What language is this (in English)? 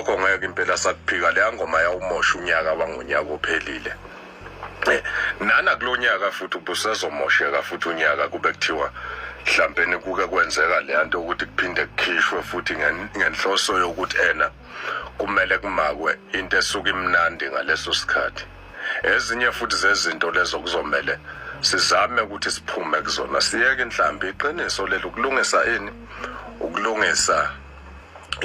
Zulu